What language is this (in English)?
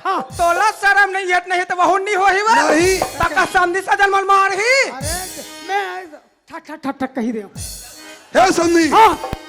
Chhattisgarhi